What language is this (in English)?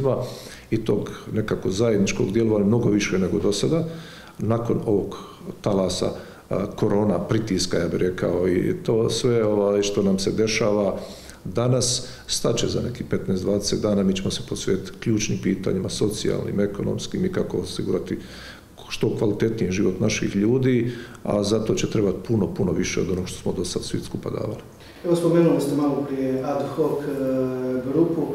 Croatian